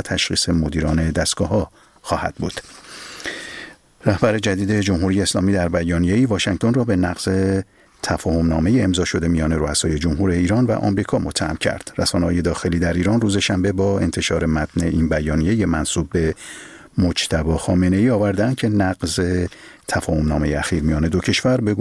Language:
Persian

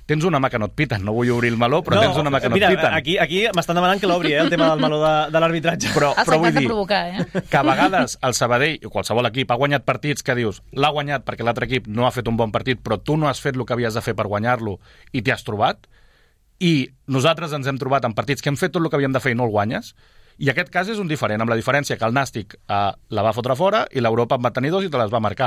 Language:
Catalan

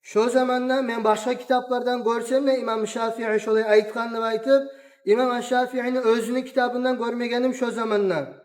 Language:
Kumyk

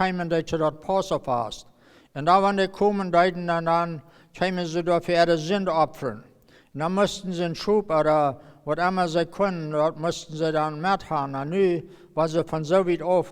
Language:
Plautdietsch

